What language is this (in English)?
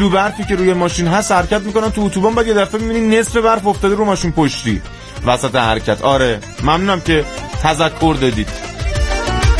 Persian